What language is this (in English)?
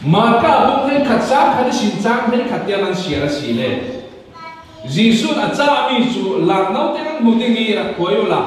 Falam Chin